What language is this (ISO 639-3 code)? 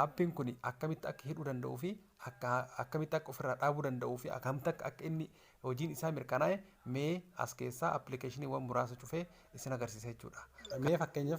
orm